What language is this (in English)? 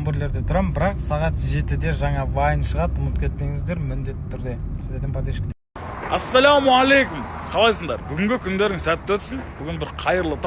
Kazakh